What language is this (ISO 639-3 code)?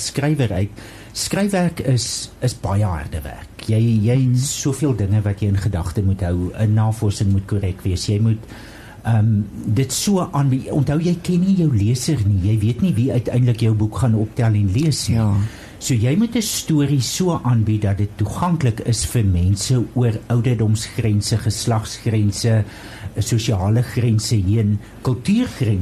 afr